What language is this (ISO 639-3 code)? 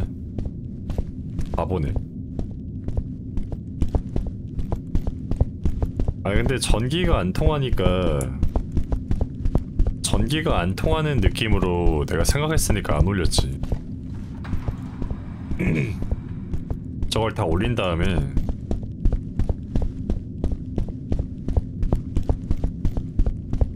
kor